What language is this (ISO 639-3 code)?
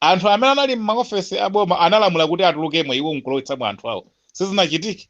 nya